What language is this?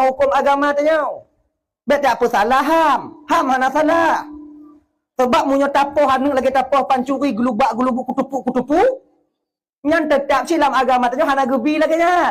Achinese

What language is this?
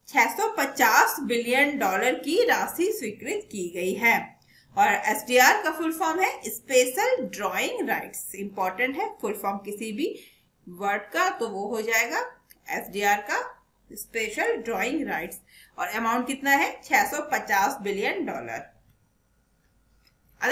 Hindi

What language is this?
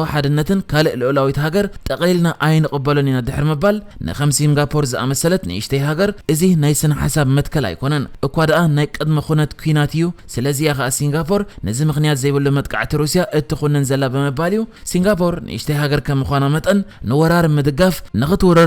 Tigrinya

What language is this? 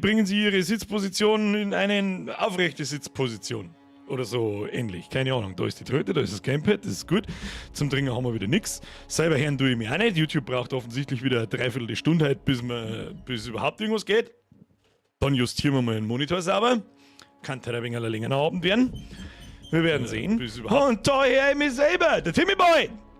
Bavarian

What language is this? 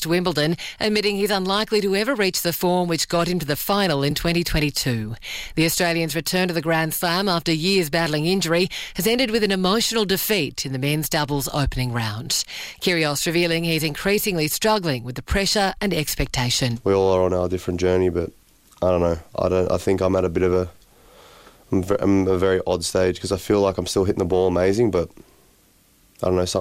English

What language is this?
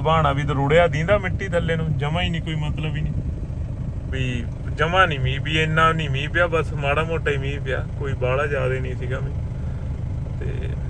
Punjabi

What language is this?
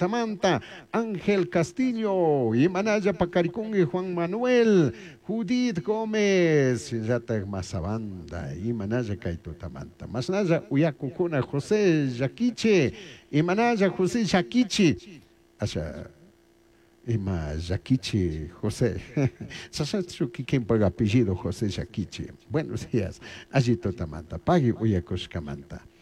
Chimborazo Highland Quichua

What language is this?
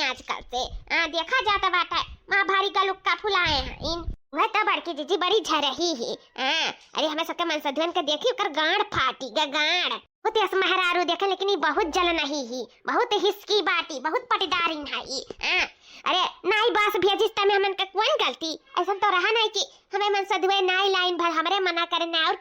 Awadhi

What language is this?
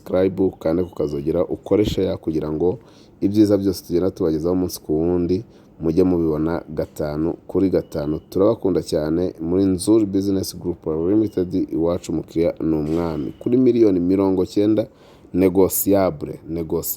Kinyarwanda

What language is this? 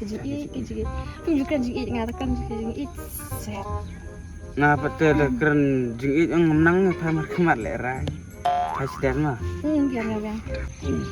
Khasi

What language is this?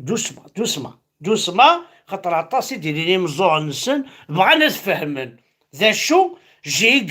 Kabyle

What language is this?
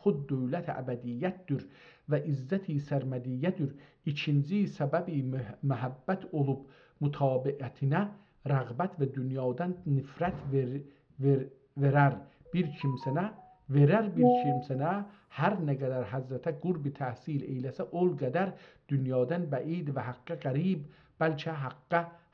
South Azerbaijani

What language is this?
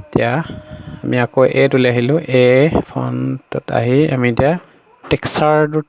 Assamese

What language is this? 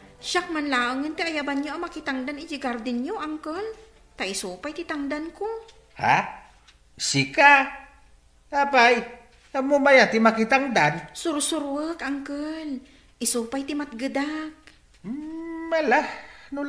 Iloko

